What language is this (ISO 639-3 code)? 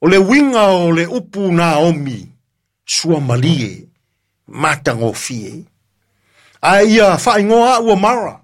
smo